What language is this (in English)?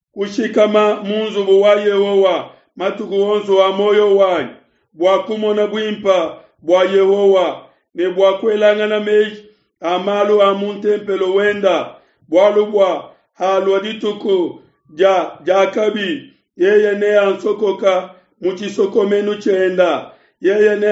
Luba-Lulua